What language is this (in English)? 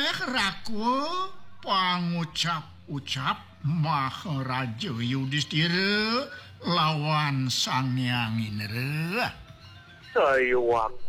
Balinese